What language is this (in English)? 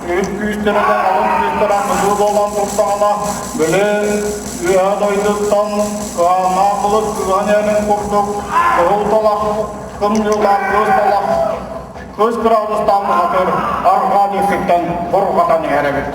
Yakut